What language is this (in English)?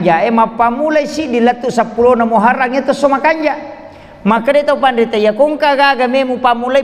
Buginese